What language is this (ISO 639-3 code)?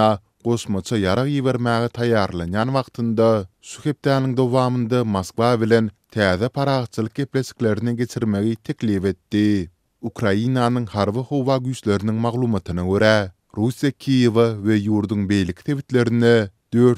tuk